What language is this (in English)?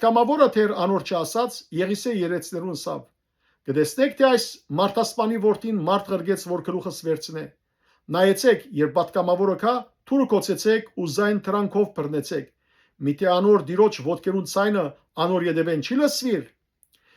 Western Armenian